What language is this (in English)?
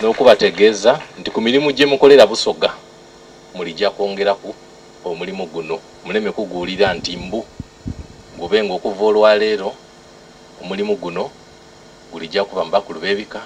Soga